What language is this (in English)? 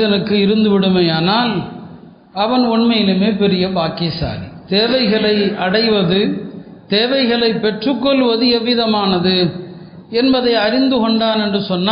Tamil